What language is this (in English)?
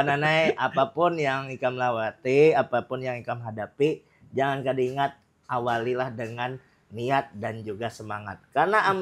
Banjar